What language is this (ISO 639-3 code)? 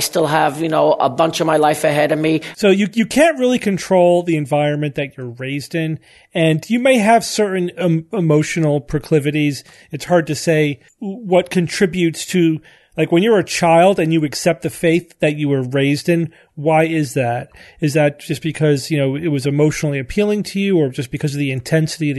eng